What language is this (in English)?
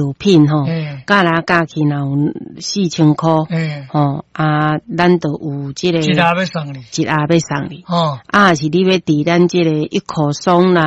Min Nan Chinese